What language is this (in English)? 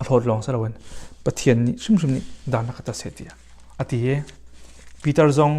Hakha Chin